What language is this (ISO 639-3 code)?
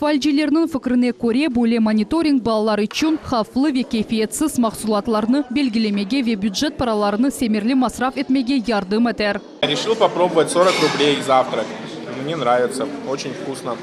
crh